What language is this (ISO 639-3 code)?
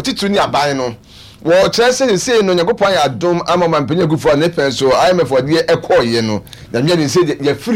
aka